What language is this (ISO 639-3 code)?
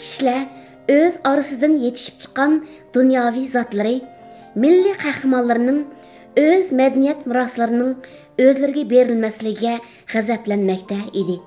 uig